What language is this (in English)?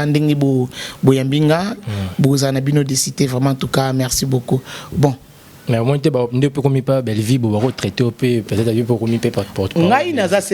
Lingala